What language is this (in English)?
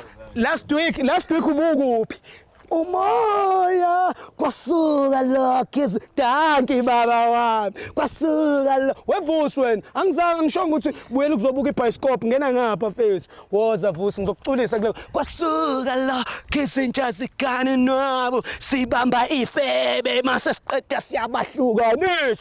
Zulu